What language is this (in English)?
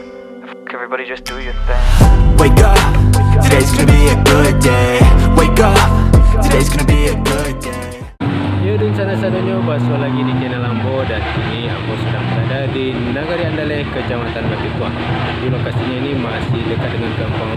Minangkabau